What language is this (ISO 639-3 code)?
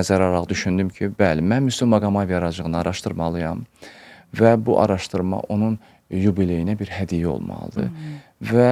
aze